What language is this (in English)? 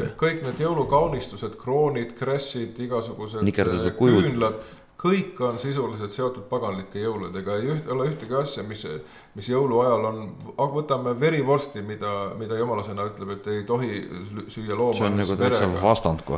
Estonian